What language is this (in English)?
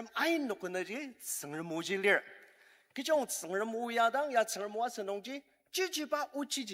Ao Naga